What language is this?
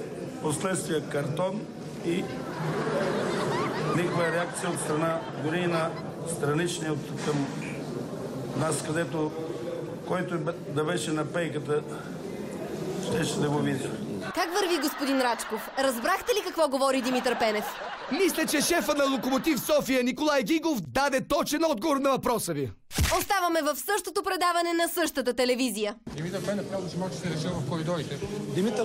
Bulgarian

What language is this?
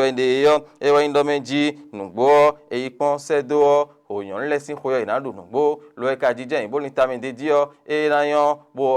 Fon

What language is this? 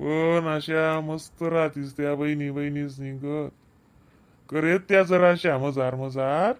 Khandesi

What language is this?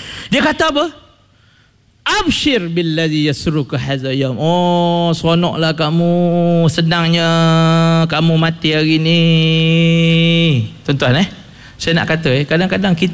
Malay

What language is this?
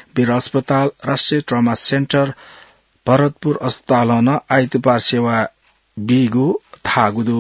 Newari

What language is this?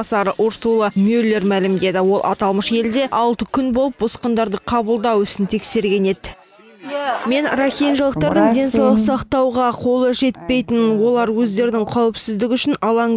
Kazakh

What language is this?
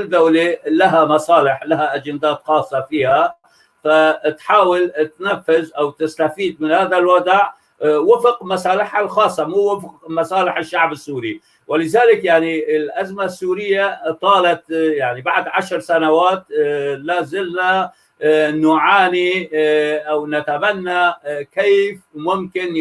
North Levantine Arabic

